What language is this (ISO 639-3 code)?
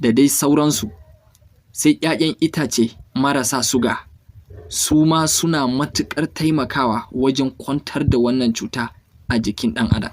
hau